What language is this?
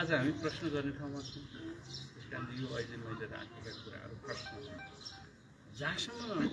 Nepali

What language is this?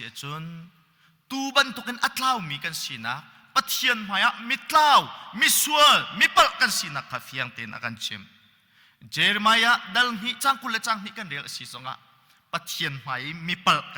Hakha Chin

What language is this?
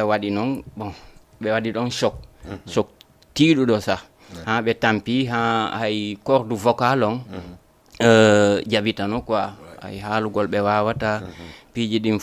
Fula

